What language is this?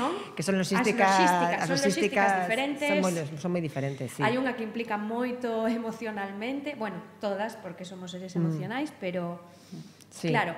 Galician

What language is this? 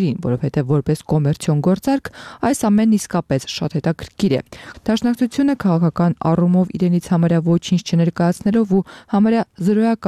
Armenian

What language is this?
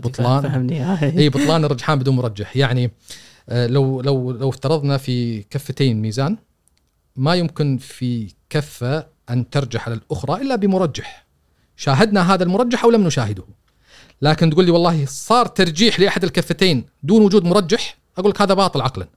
Gulf Arabic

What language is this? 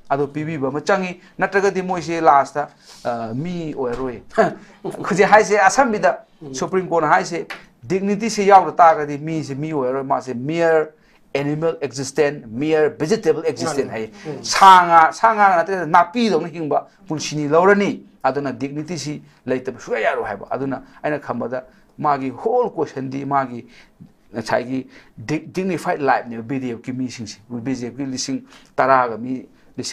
Manipuri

